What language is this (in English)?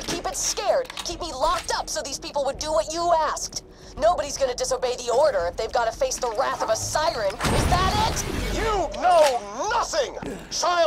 English